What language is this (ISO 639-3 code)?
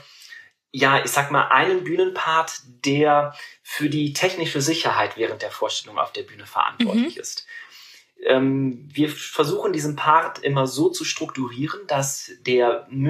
deu